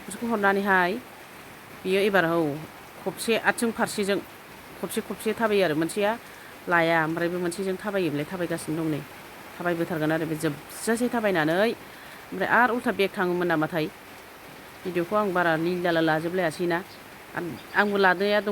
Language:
Bodo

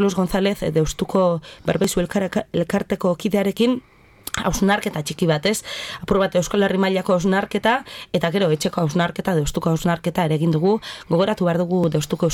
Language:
Basque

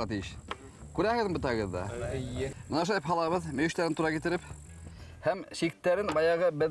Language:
Bashkir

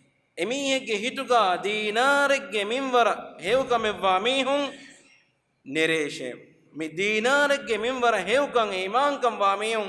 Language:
Divehi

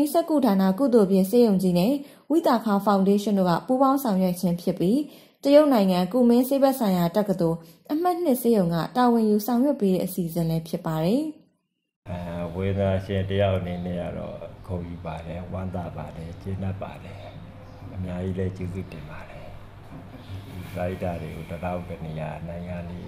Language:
Burmese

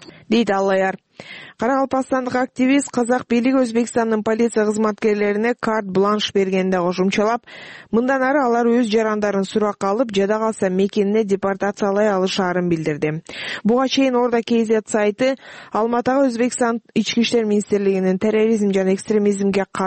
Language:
Kyrgyz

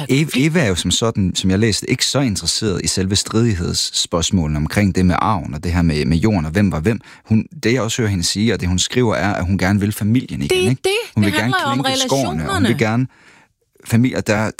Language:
Danish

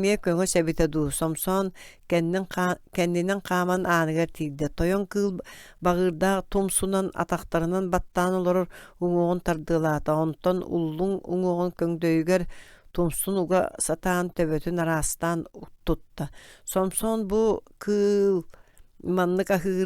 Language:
Yakut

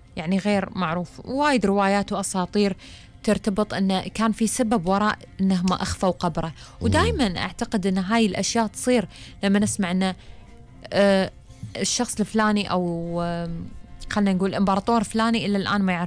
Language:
Gulf Arabic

